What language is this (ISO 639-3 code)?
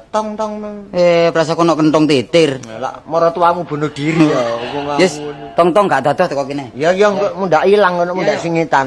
jav